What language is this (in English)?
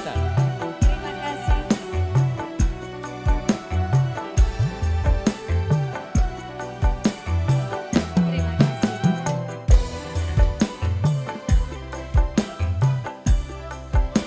Indonesian